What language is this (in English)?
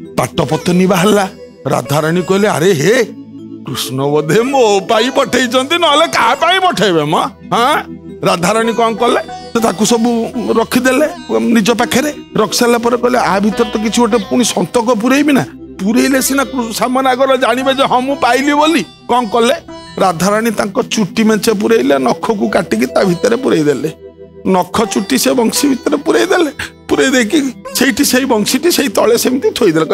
Odia